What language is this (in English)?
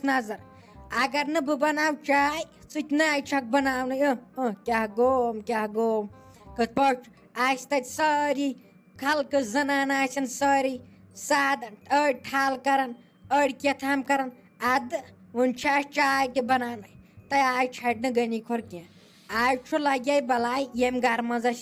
Kashmiri